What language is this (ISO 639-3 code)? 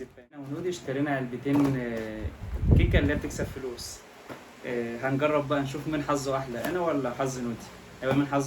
arz